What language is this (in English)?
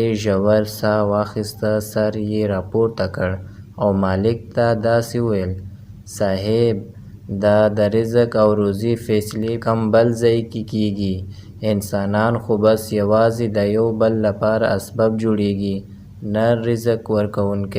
Pashto